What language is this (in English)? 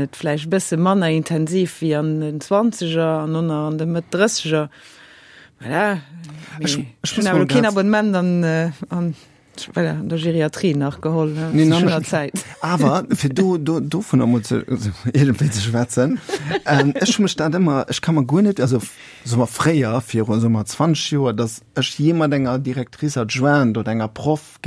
Luxembourgish